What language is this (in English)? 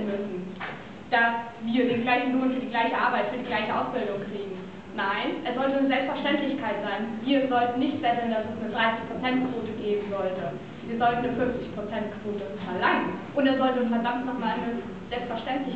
German